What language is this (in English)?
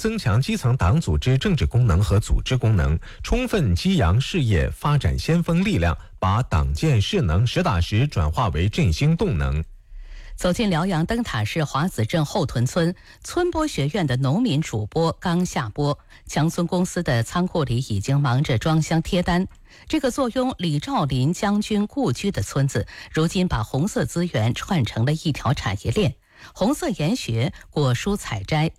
Chinese